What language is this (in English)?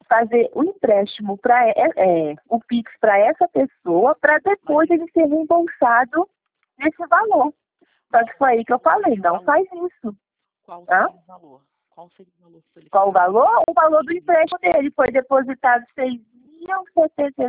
Portuguese